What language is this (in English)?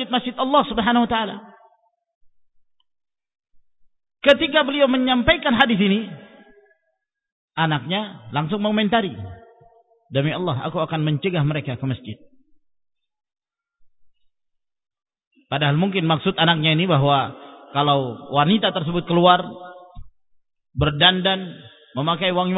Indonesian